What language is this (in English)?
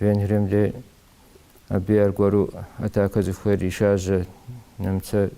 Kabardian